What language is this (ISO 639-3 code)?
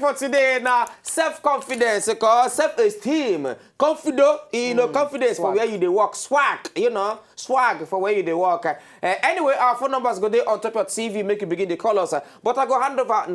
pcm